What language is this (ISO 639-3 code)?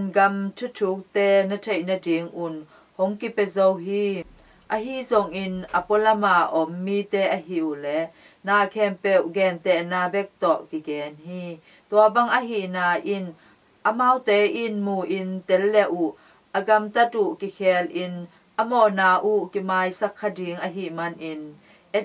ctd